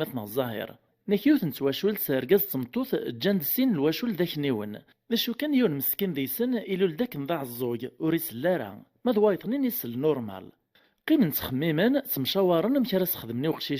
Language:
Kabyle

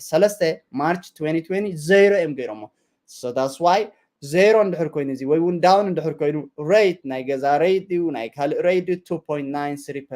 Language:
Tigrinya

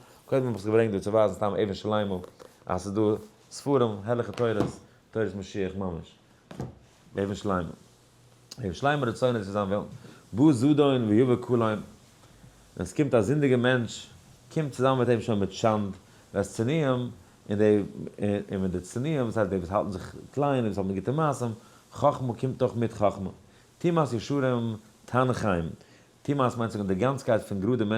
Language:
Yiddish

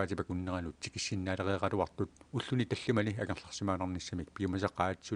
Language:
Kalaallisut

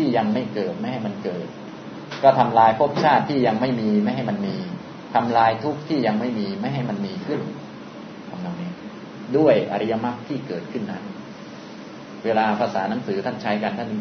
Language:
Thai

